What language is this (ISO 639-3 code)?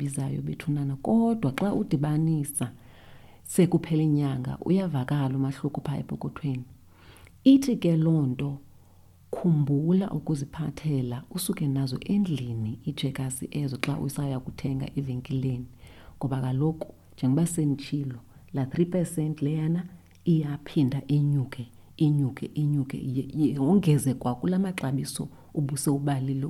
xho